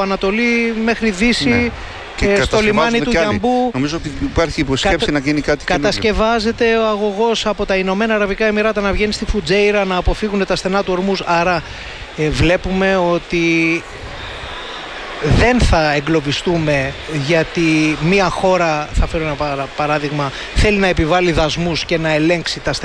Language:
Greek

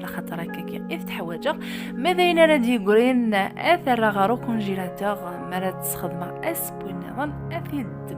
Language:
Kabyle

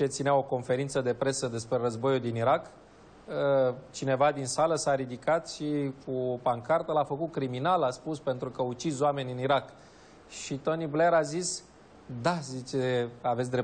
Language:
Romanian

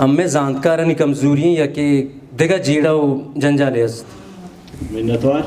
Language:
Brahui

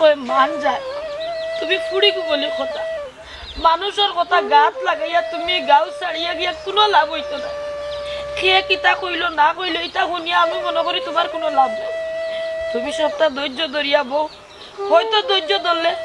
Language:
Sylheti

